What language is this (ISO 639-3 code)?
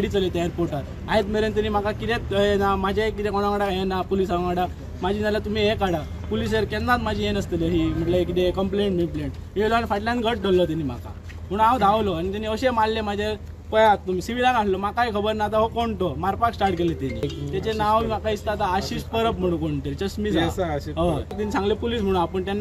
kok